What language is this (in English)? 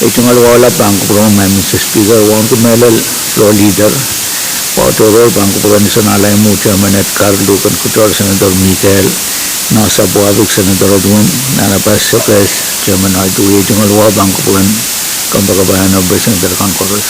Pohnpeian